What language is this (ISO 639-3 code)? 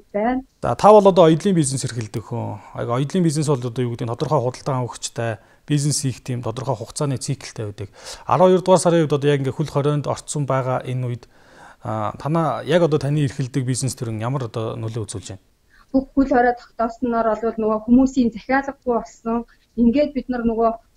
mon